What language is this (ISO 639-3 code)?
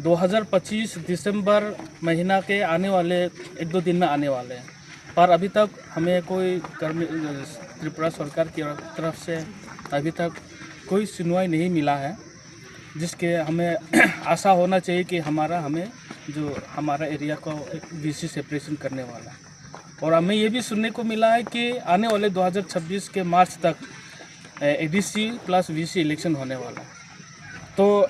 ria